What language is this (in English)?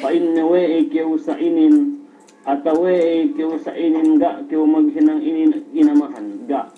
Yakan